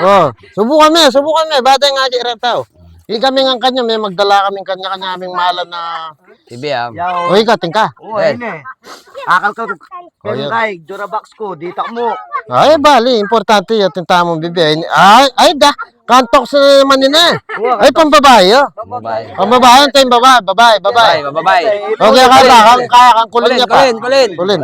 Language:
Pampanga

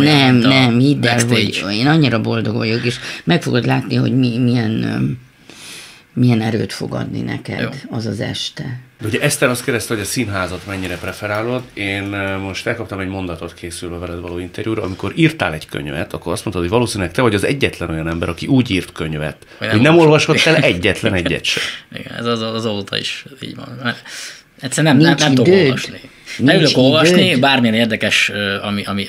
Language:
Hungarian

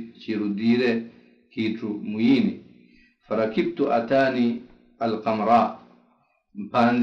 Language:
Swahili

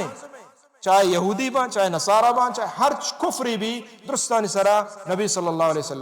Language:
Baluchi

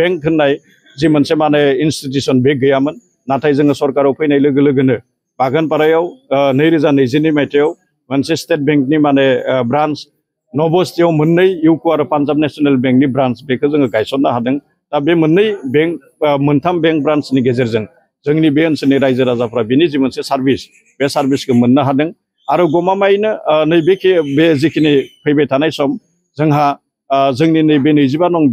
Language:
Bodo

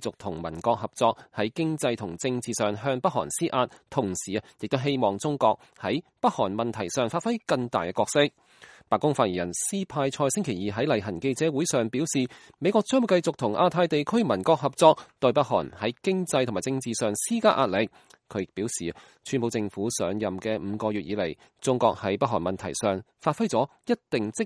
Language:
Cantonese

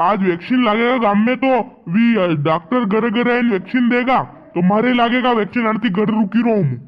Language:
Rajasthani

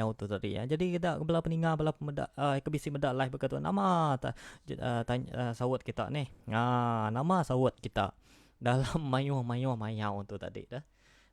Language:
Iban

